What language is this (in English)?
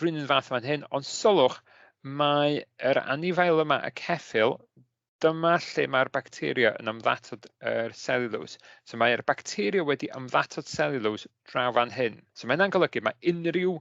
Welsh